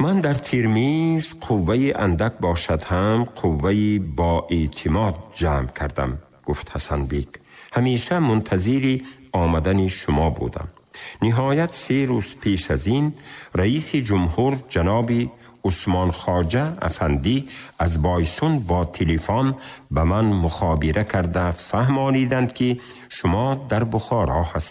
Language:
Tajik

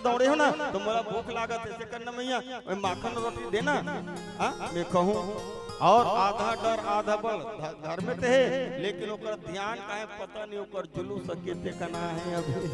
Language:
Chhattisgarhi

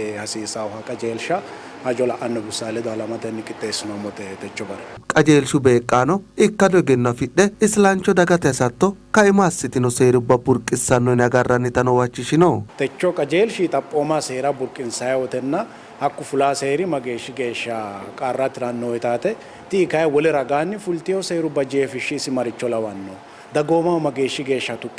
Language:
Sidamo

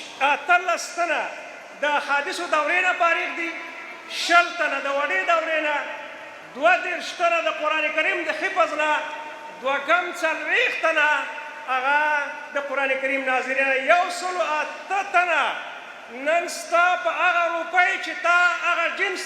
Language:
Pashto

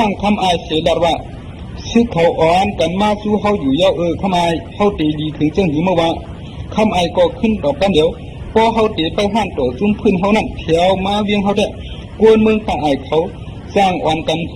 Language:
Shan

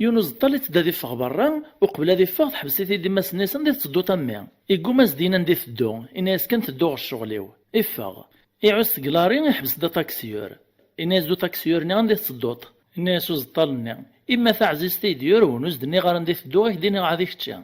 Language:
Kabyle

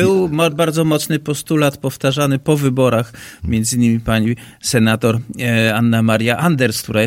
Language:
Polish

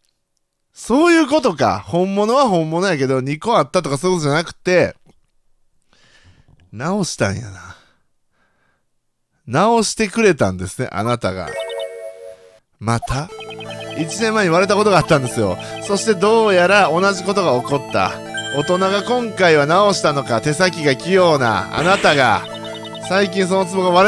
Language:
Japanese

